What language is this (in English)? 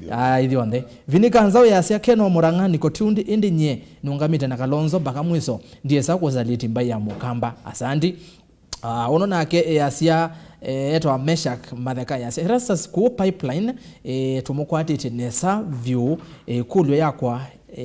Kamba